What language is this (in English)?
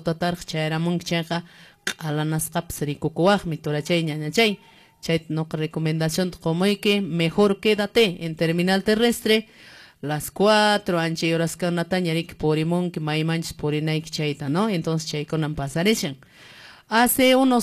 Quechua